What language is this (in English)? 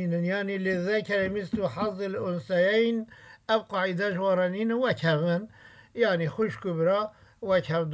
Kurdish